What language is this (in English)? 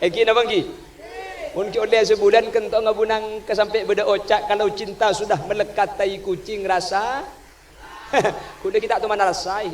Madurese